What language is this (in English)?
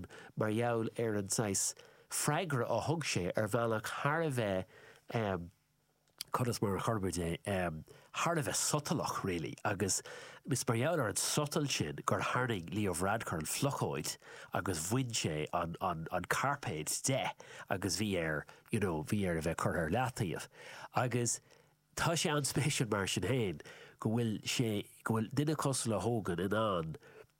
Irish